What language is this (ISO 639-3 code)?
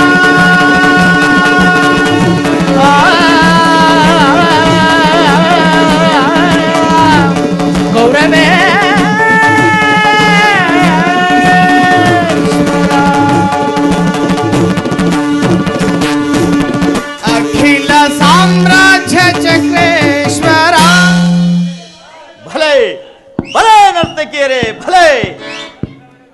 kan